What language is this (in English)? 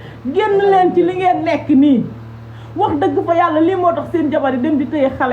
Wolof